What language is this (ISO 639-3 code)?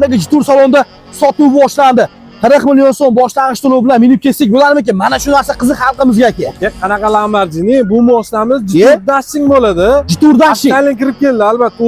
uzb